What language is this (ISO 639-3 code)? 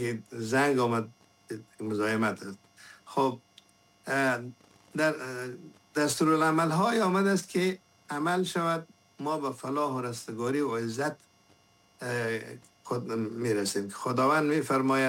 fas